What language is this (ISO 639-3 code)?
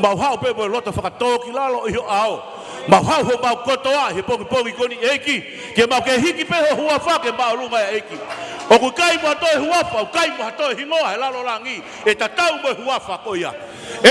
ton